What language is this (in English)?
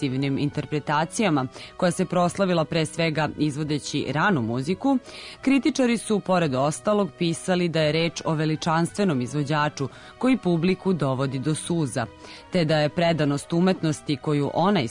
Serbian